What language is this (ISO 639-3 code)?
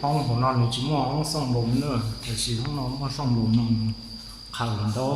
hmn